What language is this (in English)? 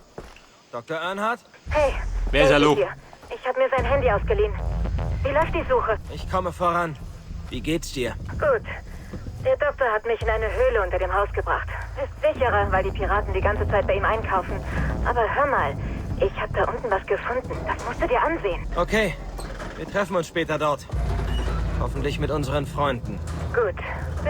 Bavarian